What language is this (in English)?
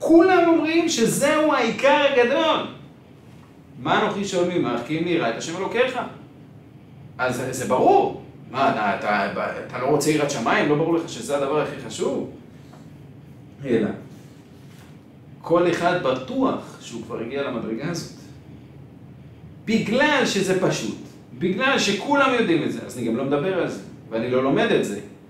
Hebrew